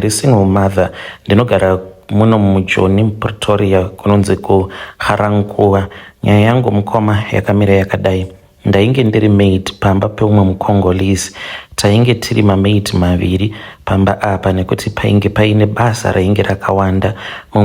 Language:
Shona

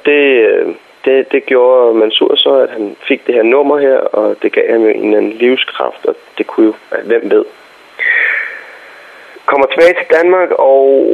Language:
Danish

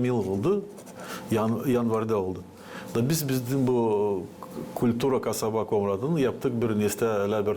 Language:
Gagauz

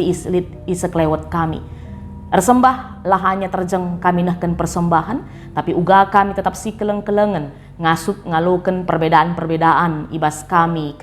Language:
Batak Karo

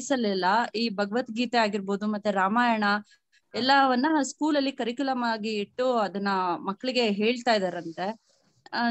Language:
Kannada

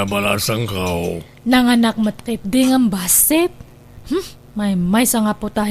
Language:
Iloko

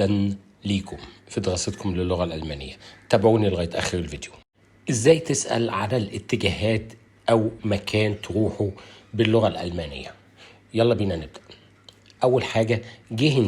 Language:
Egyptian Arabic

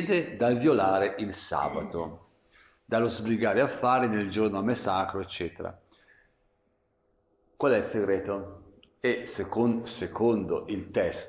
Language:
Italian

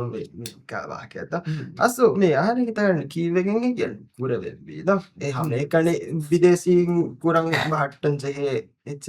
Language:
Divehi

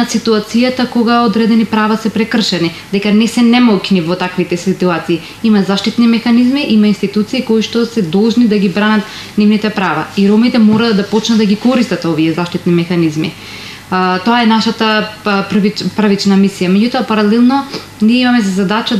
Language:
Macedonian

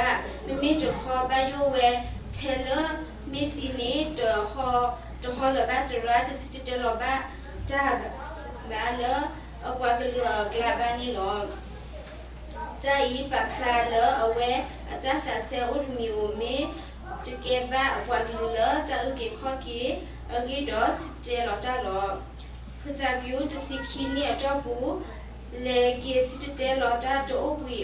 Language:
S'gaw Karen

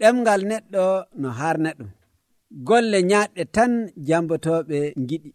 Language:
Nigerian Fulfulde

